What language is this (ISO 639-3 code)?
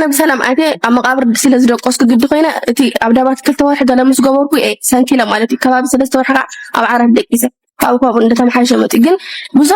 tir